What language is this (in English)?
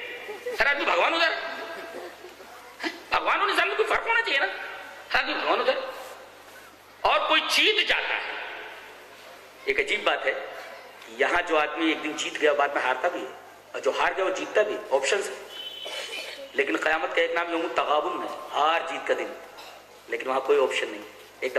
Urdu